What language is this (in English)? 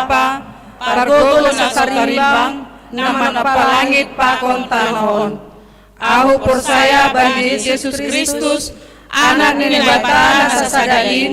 Batak Simalungun